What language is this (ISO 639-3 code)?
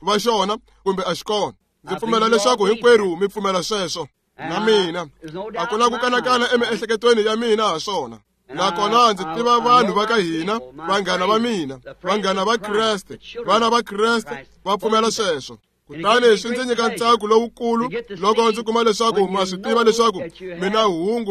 tso